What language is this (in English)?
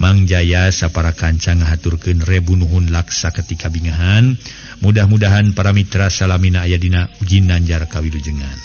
Sundanese